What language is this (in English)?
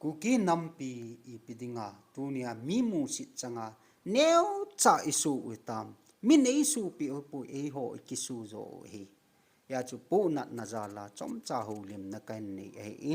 Thado Chin